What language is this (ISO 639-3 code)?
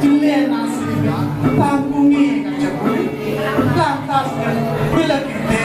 ban